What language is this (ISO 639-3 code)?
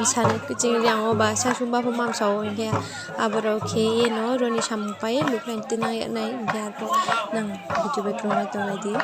ria